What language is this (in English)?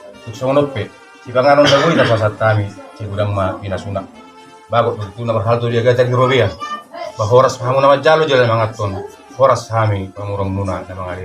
Batak Toba